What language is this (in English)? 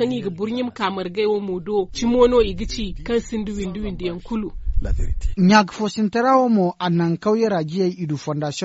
Zarma